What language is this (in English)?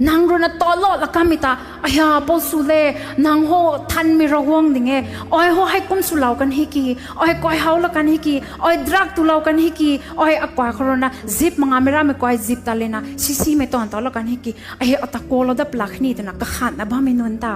Rongmei Naga